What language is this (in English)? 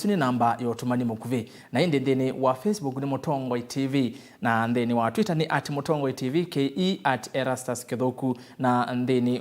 Kamba